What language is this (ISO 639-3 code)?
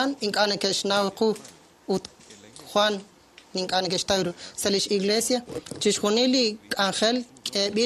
kek